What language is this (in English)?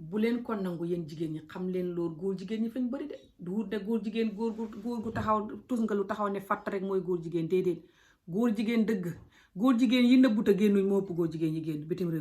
Wolof